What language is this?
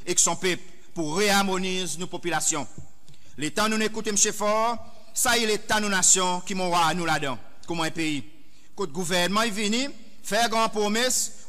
Seselwa Creole French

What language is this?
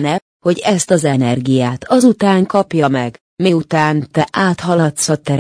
Hungarian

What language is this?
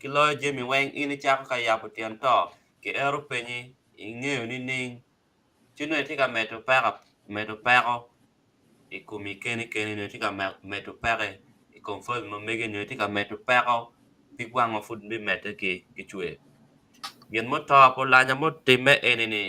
Acoli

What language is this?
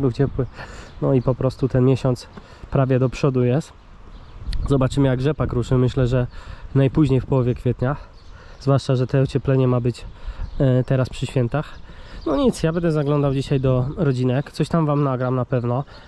Polish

